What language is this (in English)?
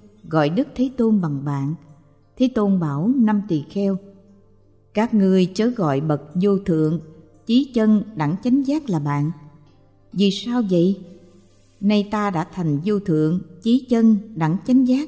Vietnamese